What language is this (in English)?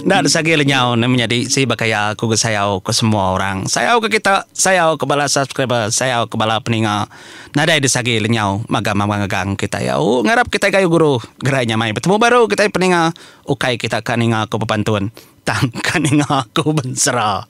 Iban